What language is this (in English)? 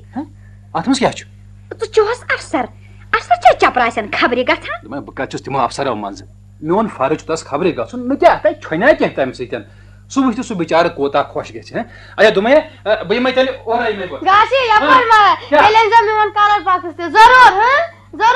Kashmiri